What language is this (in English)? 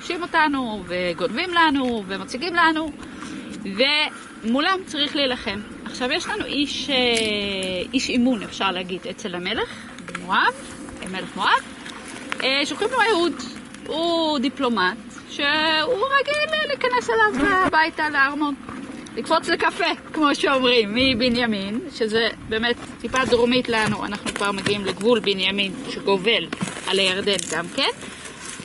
Hebrew